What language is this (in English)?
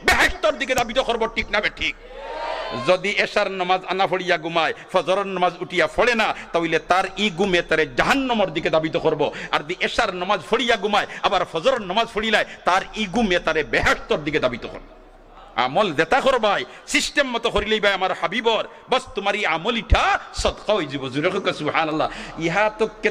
Sylheti